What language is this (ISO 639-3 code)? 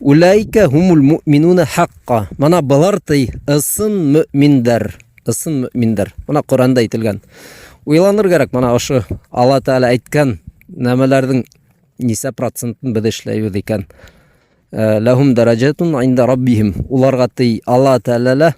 bak